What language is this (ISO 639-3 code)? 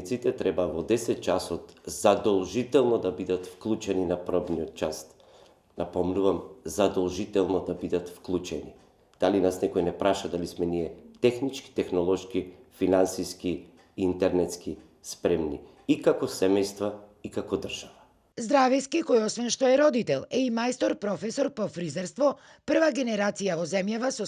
mkd